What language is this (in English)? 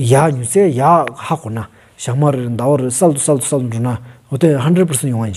Stod Bhoti